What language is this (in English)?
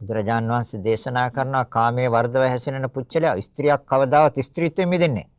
Sinhala